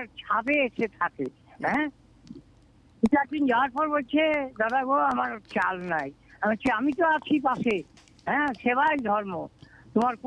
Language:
Bangla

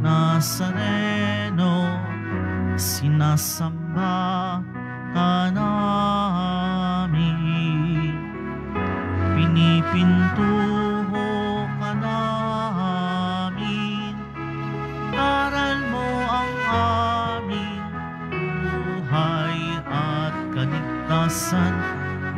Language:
Filipino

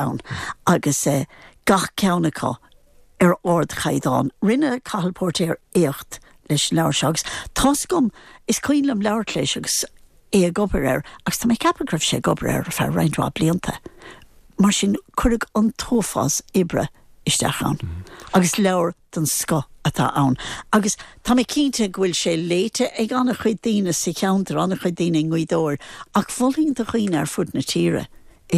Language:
Irish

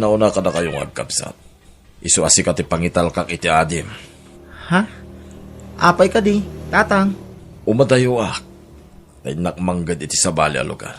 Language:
Iloko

